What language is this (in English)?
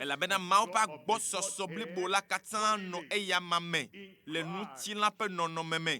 Ewe